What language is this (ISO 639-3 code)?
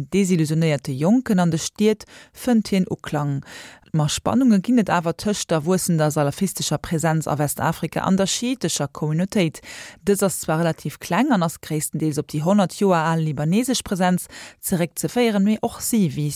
ltz